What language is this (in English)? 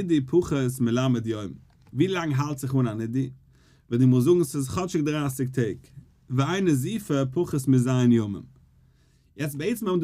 Yiddish